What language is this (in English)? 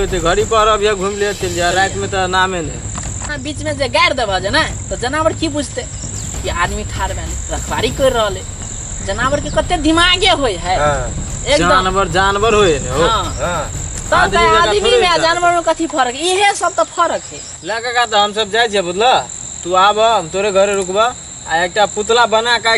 Maithili